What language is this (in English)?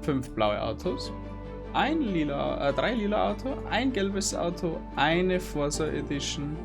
Bavarian